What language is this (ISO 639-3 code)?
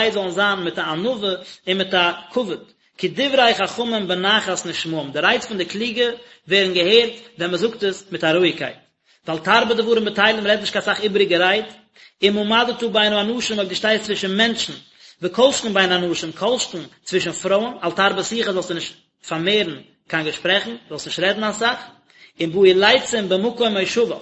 yid